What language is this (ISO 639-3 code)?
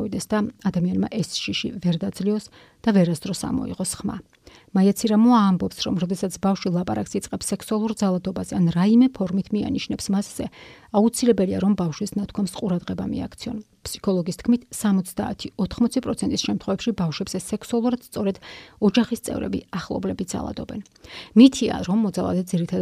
kat